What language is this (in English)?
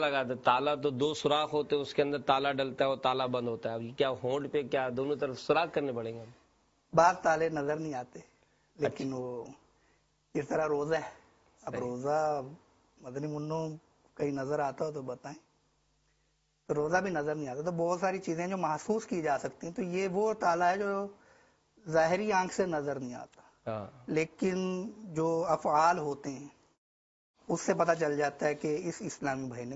Urdu